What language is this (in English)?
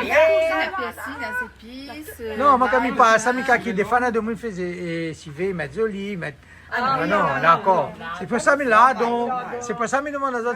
Réunion Creole French